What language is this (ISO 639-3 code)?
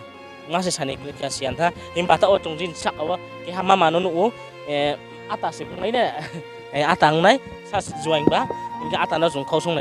ria